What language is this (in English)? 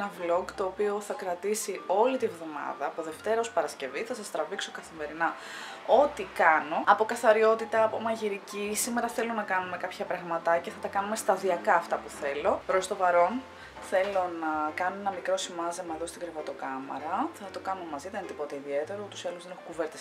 Greek